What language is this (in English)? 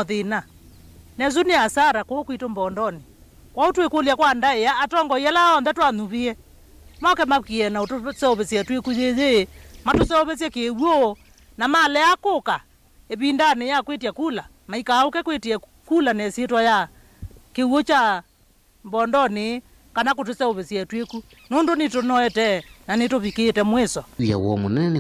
Kamba